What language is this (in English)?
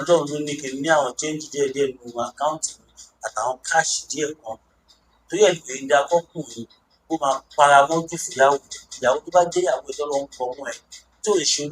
Yoruba